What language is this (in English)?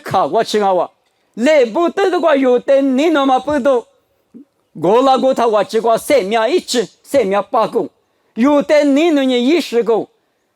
Lisu